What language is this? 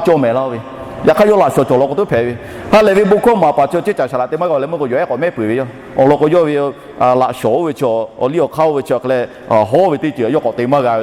Lahu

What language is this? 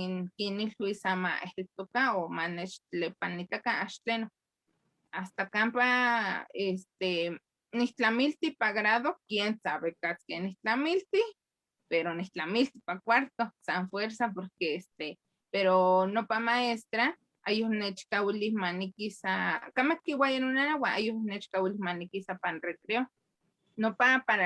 Eastern Huasteca Nahuatl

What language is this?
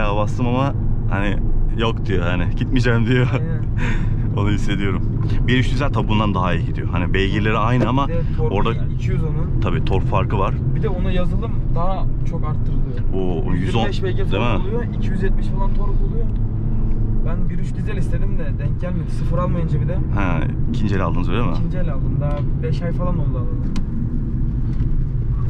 Turkish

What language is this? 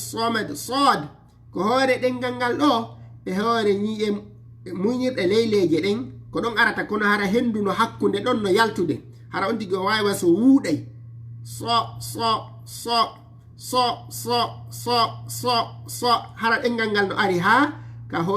Fula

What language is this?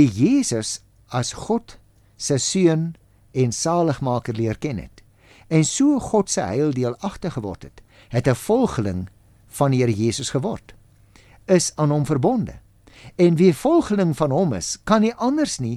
Afrikaans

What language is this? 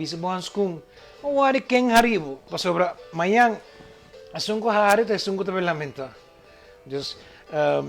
Papiamento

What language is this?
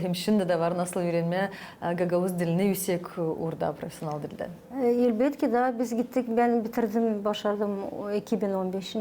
Gagauz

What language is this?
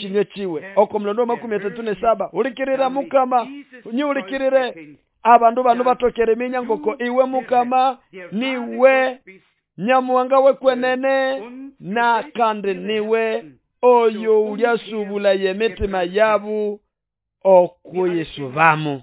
Nande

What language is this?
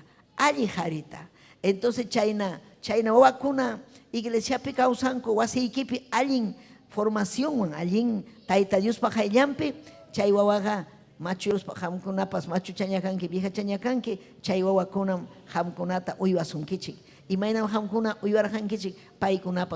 Ayacucho Quechua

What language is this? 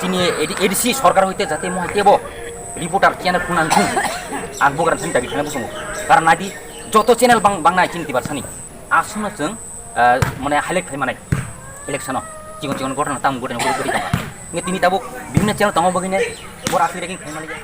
Kok Borok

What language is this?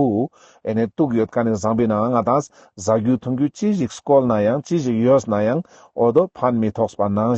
Ladakhi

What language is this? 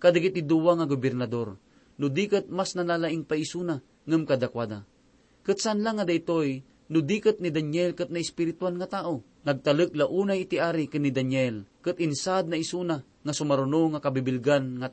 Iloko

